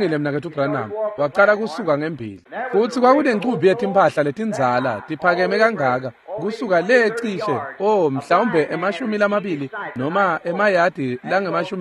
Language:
Swati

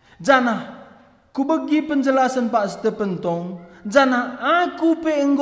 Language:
Batak Karo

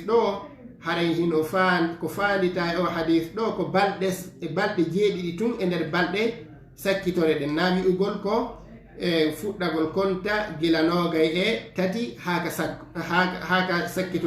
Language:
Fula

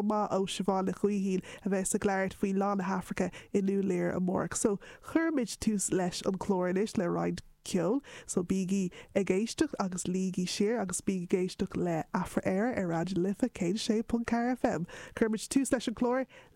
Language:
Irish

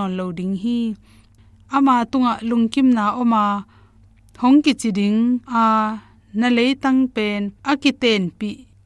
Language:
Tedim Chin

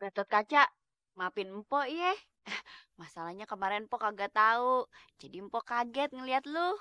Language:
Betawi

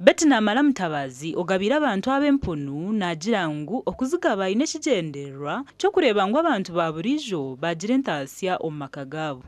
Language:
Nyankole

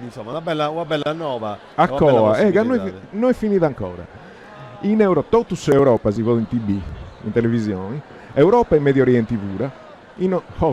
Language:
Sardinian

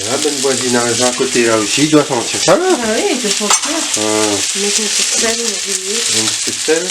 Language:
Réunion Creole French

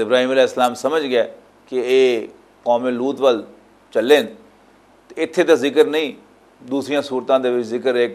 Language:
Western Panjabi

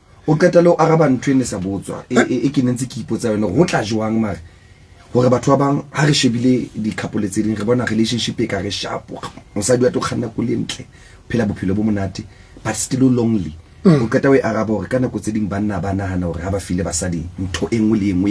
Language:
Southern Sotho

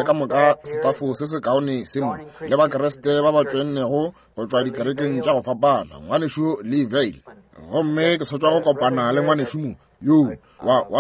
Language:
Northern Sotho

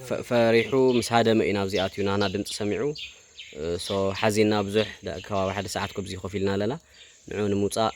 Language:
Tigrinya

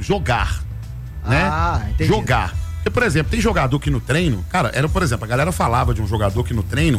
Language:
Portuguese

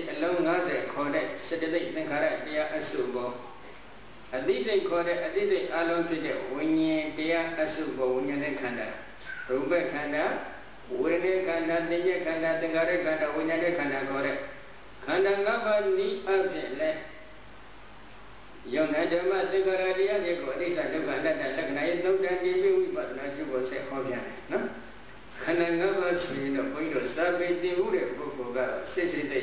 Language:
Burmese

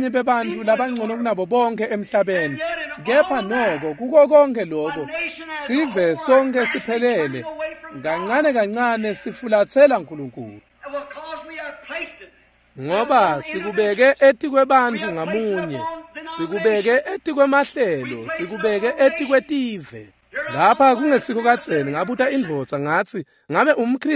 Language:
Swati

